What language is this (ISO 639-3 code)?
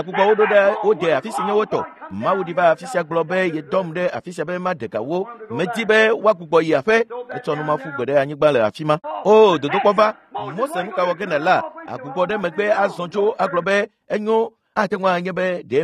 ewe